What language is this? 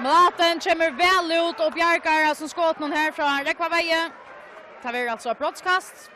Faroese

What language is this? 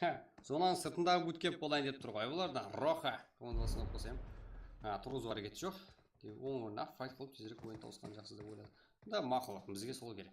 Kara-Kalpak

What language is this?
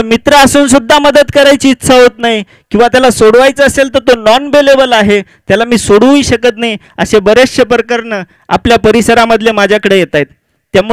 Marathi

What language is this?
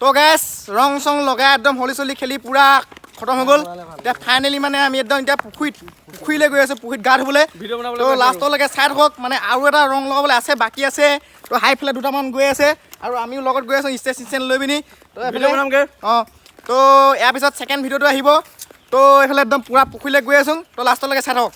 Assamese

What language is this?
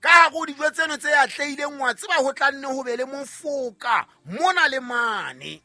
Southern Sotho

